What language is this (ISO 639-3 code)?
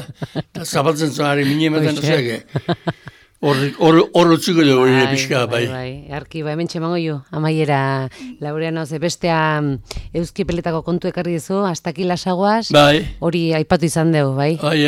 eus